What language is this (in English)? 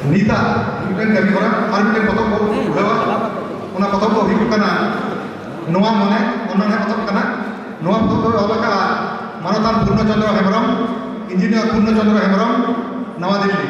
Santali